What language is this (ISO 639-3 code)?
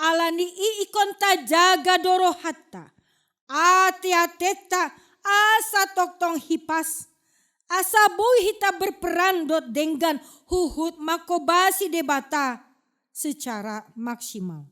bbc